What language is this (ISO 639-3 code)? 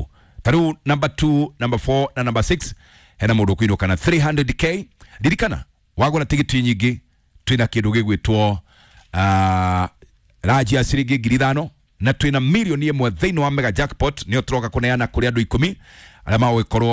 kik